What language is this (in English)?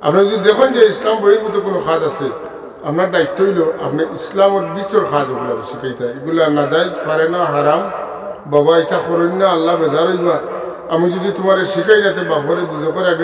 Sylheti